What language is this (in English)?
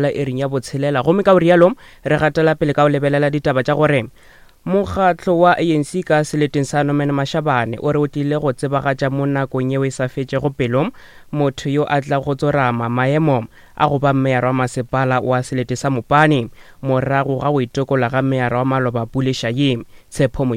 Northern Sotho